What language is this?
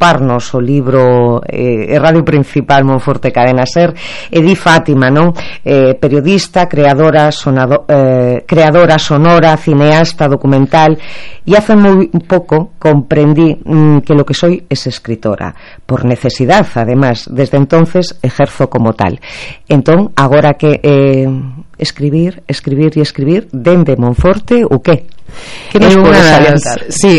Galician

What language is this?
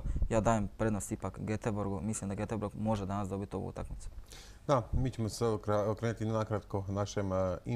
Croatian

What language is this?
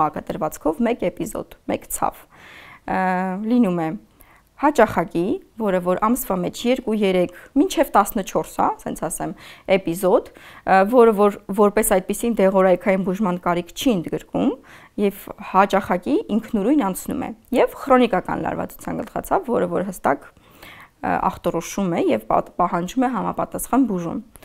Armenian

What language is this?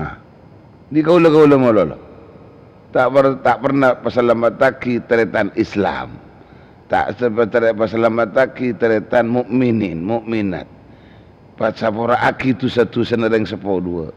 Madurese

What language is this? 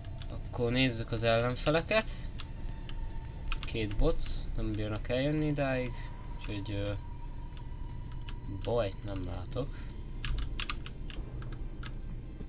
Hungarian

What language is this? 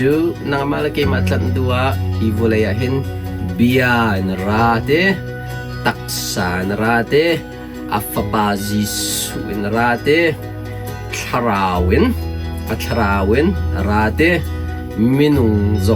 Hakha Chin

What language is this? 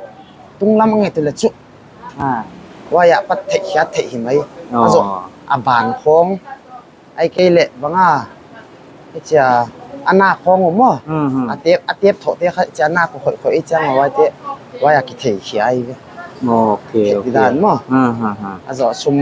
Paite Chin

